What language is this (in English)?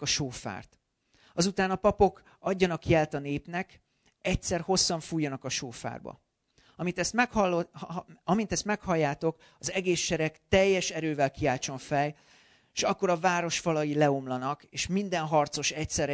Hungarian